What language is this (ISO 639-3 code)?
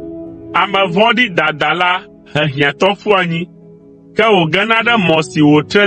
ewe